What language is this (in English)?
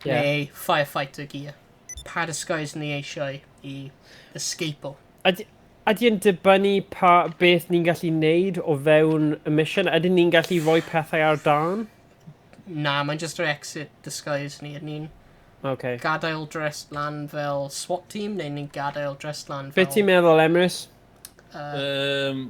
Welsh